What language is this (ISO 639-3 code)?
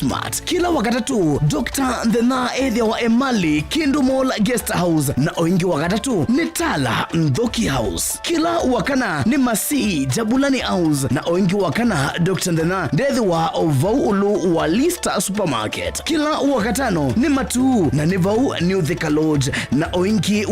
kam